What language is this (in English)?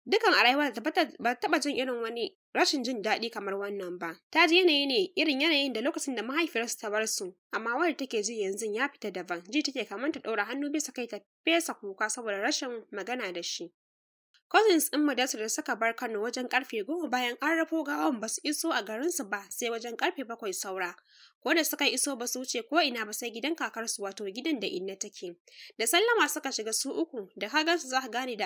Hausa